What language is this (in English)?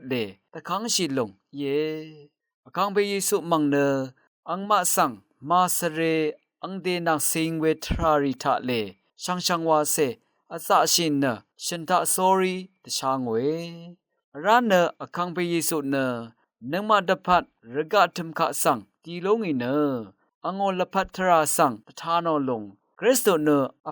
Rawang